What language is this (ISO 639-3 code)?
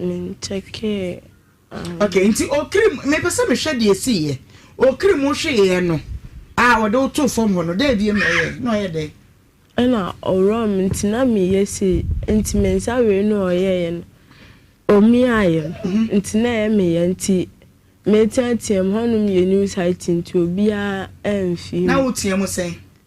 aka